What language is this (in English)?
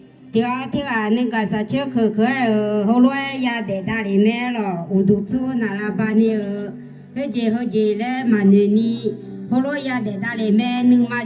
Akha